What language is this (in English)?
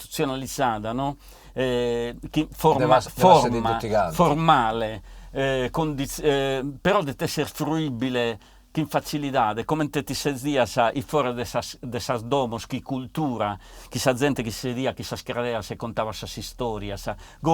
Sardinian